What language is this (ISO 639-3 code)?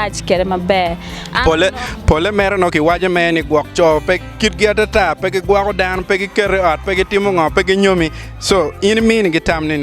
ach